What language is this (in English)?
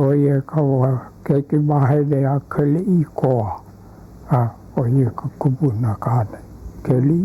Hawaiian